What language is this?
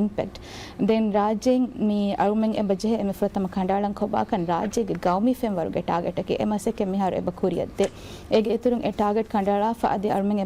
Divehi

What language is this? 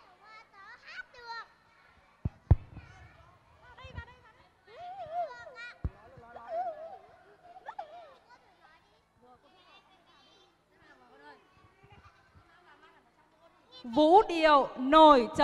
Vietnamese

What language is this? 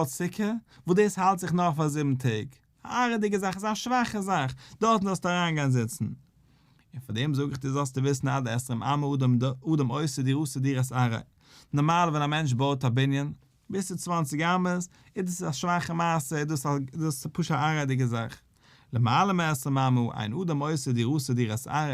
Yiddish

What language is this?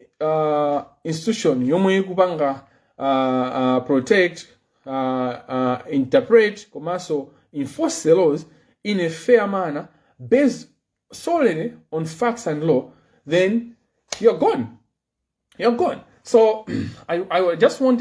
Nyanja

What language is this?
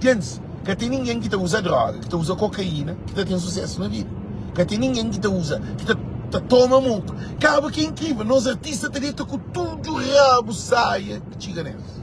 Kabuverdianu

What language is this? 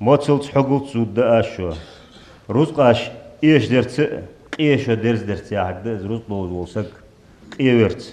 Ingush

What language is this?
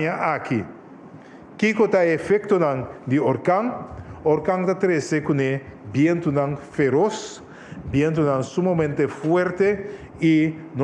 Papiamento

